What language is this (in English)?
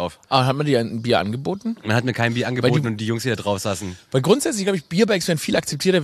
German